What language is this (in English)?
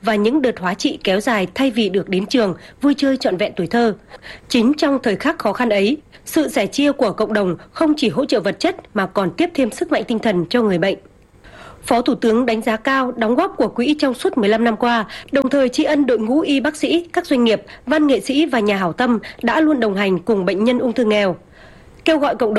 Vietnamese